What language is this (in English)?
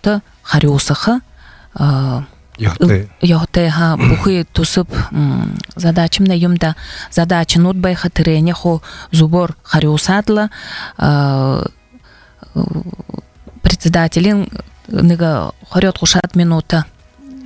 Buriat